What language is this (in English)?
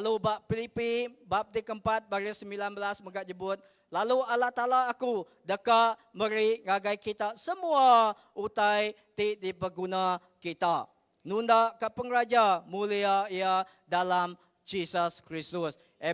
Iban